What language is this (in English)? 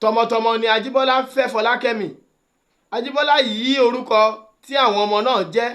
Yoruba